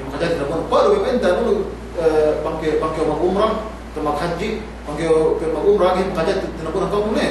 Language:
Yakan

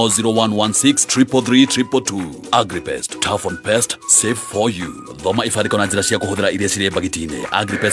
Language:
Kikuyu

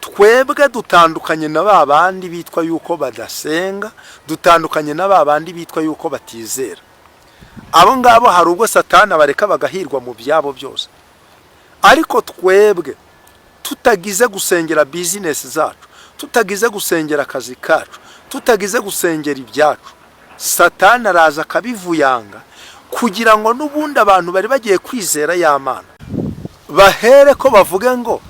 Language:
Kinyarwanda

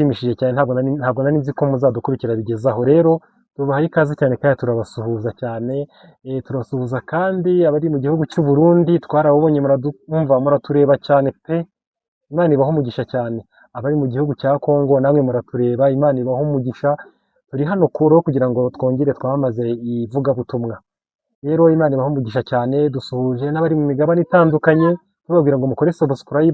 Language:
Kinyarwanda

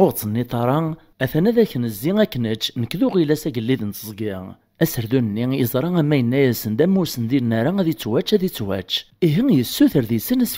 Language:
Kabyle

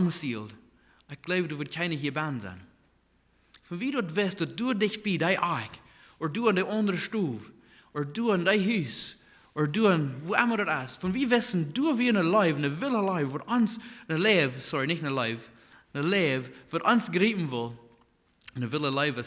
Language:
Plautdietsch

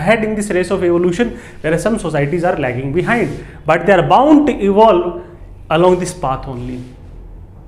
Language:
Hindi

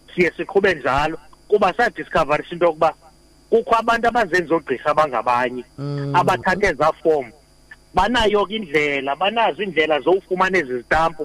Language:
Xhosa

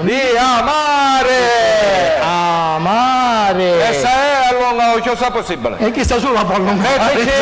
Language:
Sicilian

